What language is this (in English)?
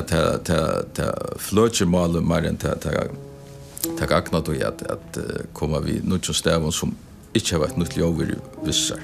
Faroese